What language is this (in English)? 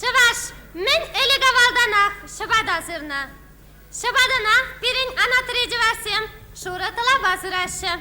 Chuvash